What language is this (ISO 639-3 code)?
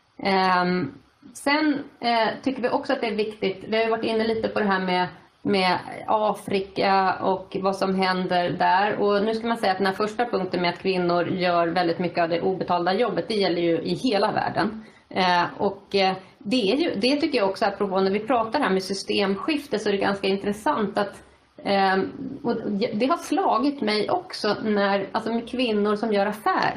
swe